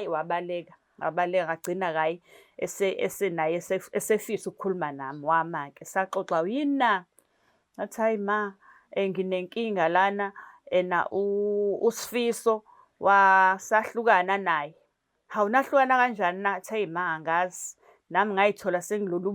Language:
Zulu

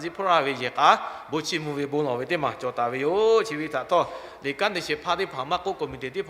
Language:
Lahu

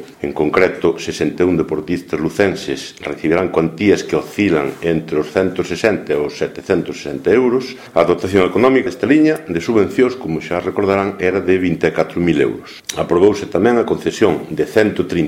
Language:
Galician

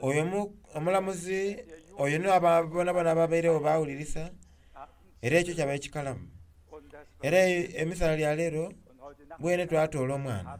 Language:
Soga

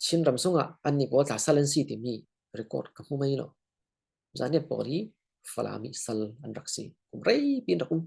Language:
Falam Chin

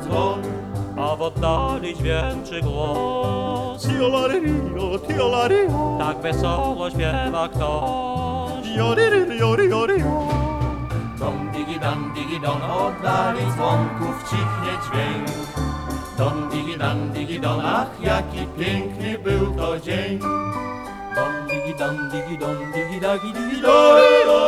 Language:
Polish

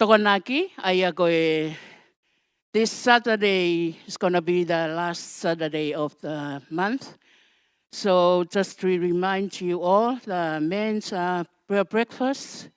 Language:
Tongan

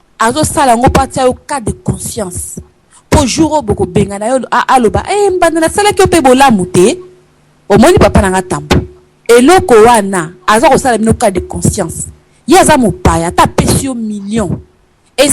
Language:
Lingala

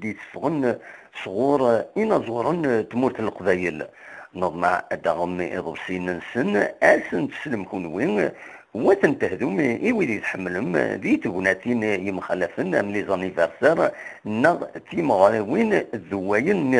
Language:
Kabyle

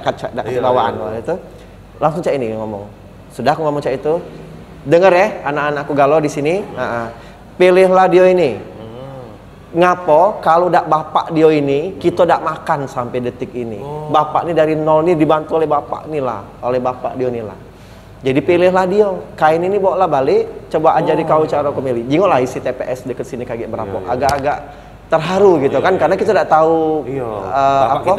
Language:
Musi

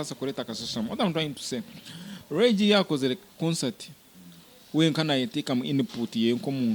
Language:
Nyankole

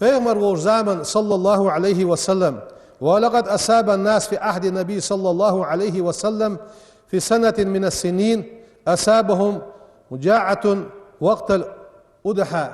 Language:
Ingush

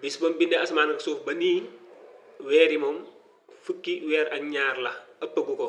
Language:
Wolof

